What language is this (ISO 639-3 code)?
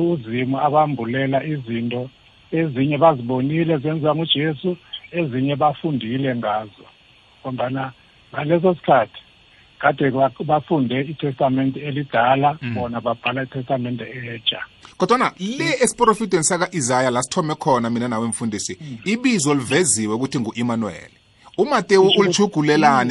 nbl